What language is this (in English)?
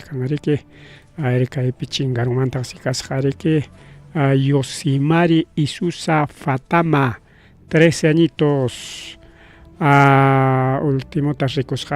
Ayacucho Quechua